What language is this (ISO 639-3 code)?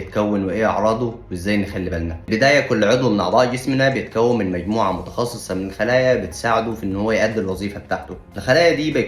arz